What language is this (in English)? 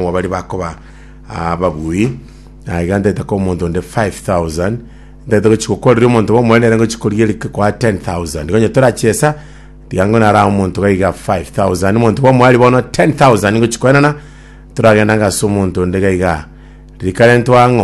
Gusii